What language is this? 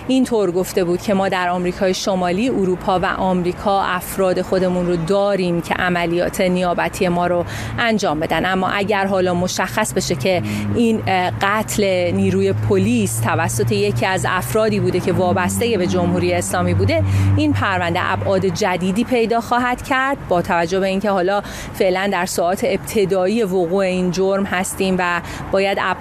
Persian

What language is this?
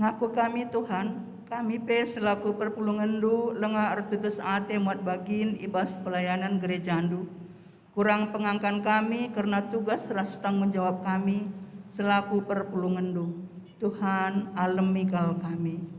Batak Karo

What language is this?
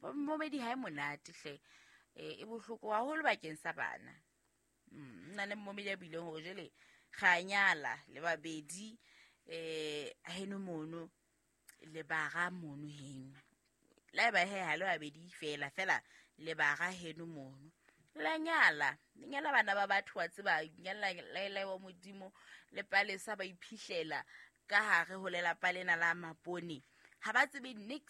Southern Sotho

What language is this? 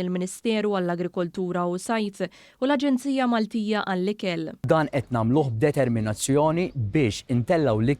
Maltese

